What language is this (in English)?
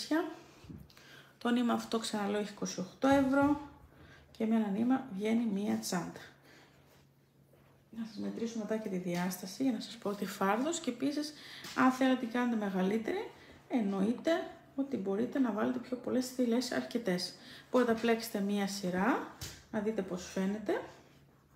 Greek